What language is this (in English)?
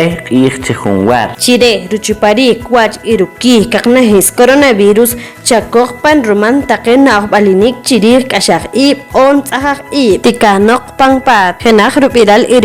Poqomchi'